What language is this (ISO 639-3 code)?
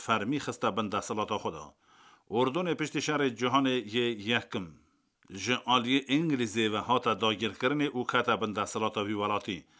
kur